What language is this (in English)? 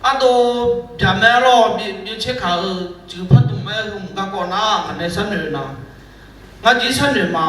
Akha